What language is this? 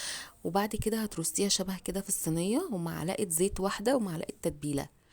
Egyptian Arabic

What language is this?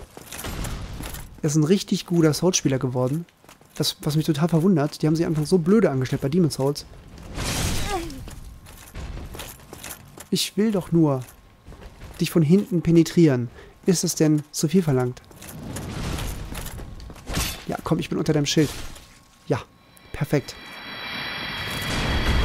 German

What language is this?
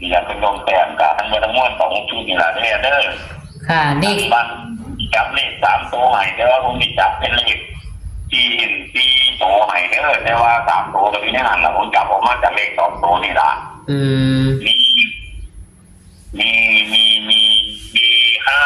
Northeastern Thai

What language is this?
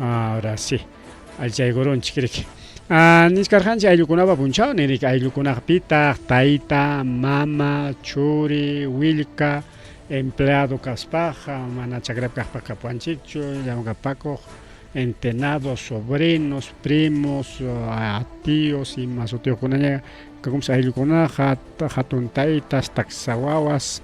Ayacucho Quechua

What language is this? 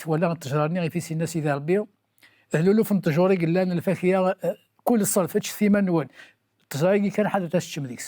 Kabyle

